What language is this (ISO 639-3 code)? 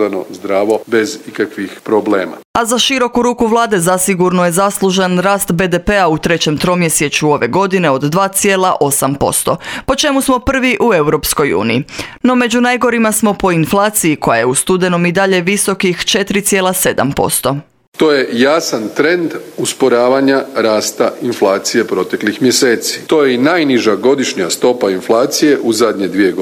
hrv